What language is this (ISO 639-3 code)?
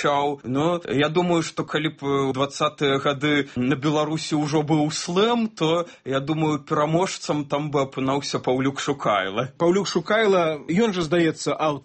bel